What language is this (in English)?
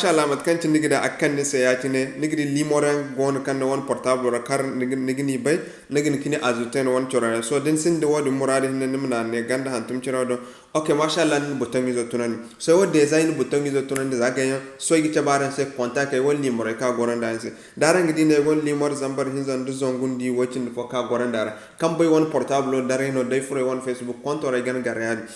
Zarma